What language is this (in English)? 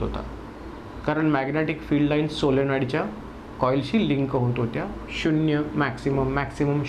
Marathi